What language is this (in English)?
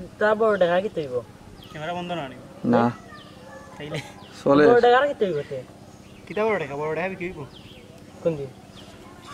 Sylheti